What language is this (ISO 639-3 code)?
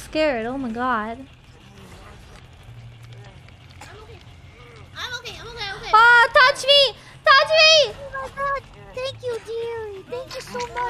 eng